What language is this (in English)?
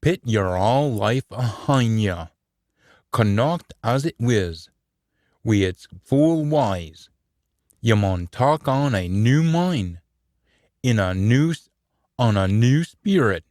Scots